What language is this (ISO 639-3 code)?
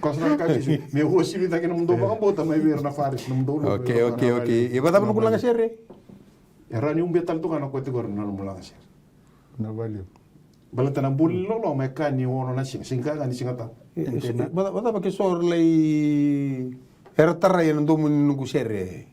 fij